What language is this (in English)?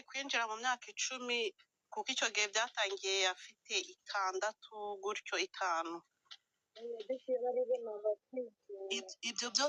Kinyarwanda